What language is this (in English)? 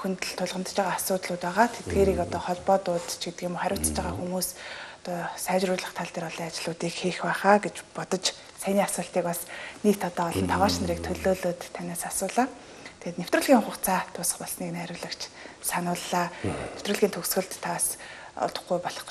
Mongolian